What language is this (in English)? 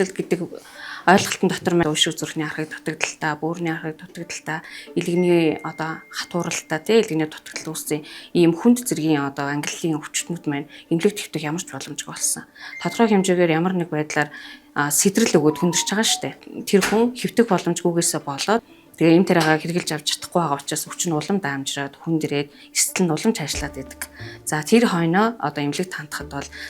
Mongolian